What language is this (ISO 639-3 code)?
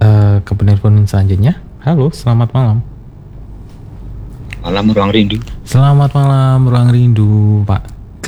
ind